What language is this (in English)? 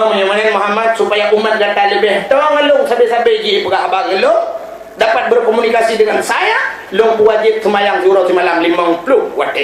Achinese